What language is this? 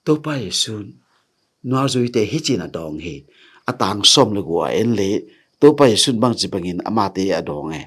Tedim Chin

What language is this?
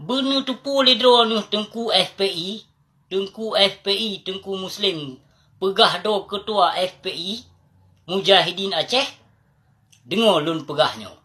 Achinese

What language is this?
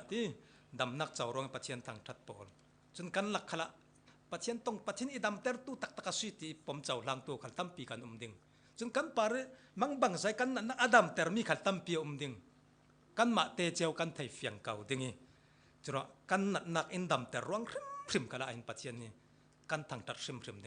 Falam Chin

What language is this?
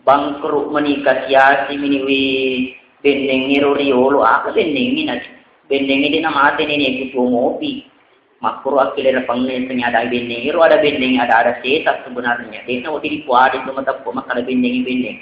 Buginese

